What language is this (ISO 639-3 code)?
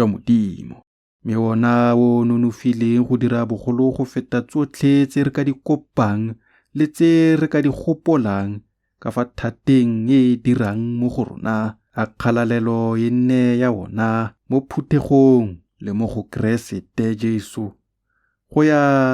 tsn